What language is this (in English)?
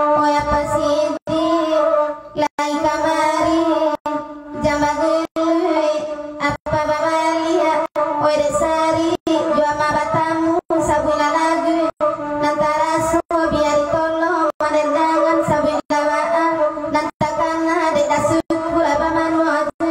Minangkabau